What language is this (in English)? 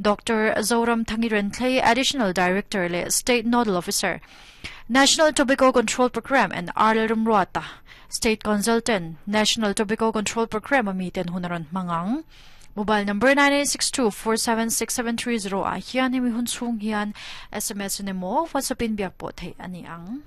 Mizo